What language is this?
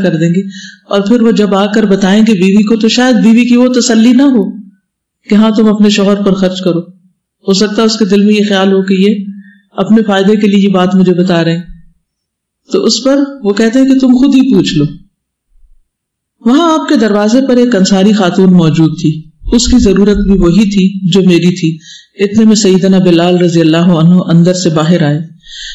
Urdu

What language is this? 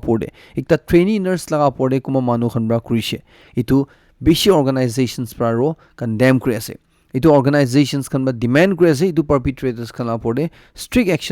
Naga Pidgin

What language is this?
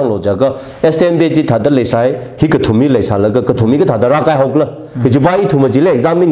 Tangkhul Naga (India)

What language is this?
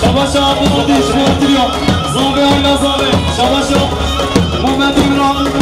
Kurdish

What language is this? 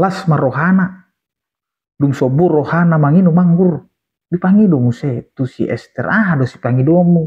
Batak Toba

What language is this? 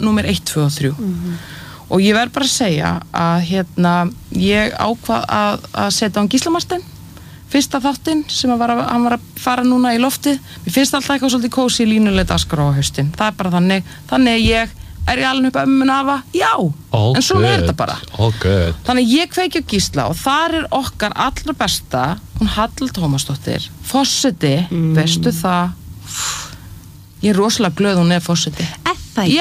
Icelandic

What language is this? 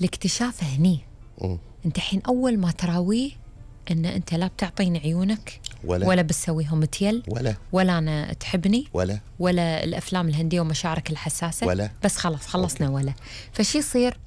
Gulf Arabic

